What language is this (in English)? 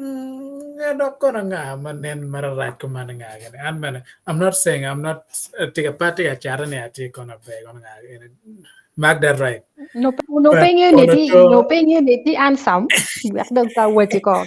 Acoli